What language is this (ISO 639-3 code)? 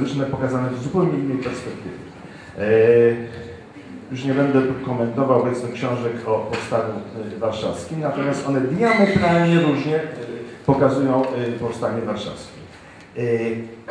pol